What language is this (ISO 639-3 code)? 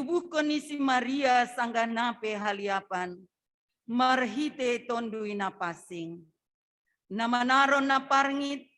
bts